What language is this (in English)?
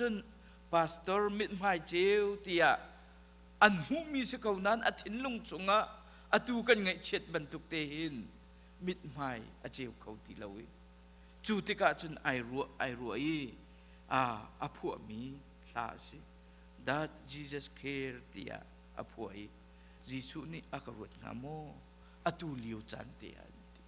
Hakha Chin